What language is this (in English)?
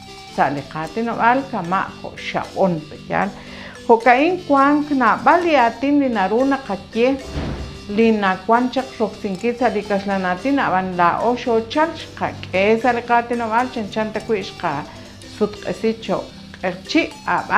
Kekchí